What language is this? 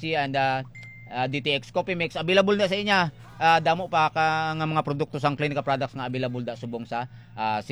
Hiligaynon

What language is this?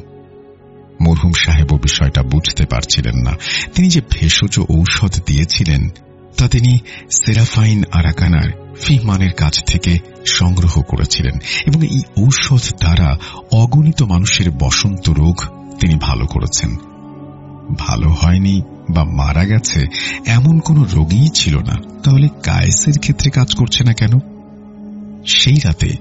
Bangla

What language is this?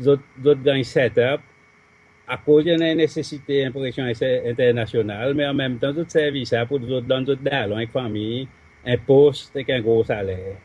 Seselwa Creole French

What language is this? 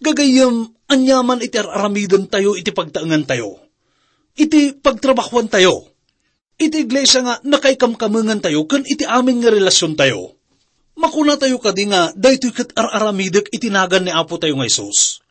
Iloko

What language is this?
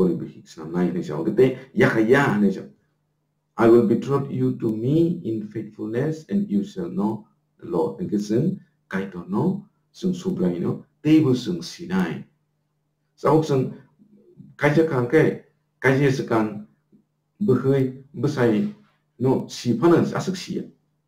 Kok Borok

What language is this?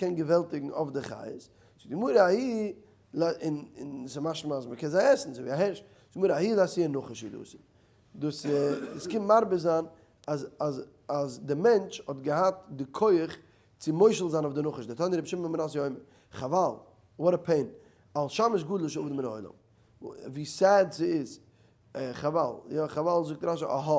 Yiddish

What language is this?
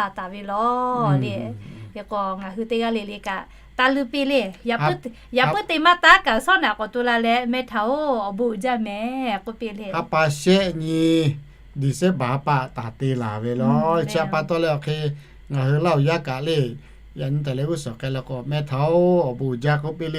Lahu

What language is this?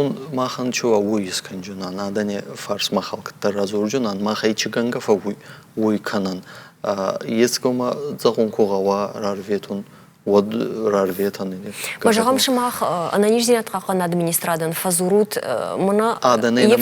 Ossetic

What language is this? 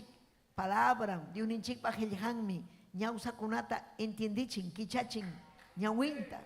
Ayacucho Quechua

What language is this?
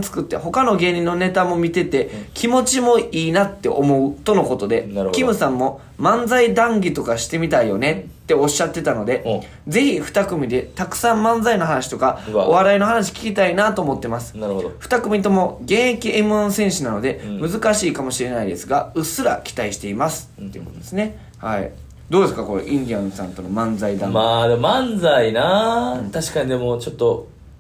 Japanese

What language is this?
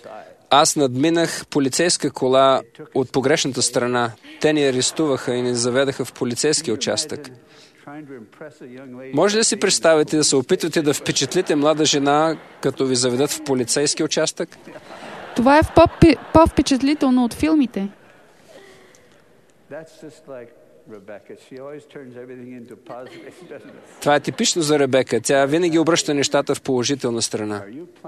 Bulgarian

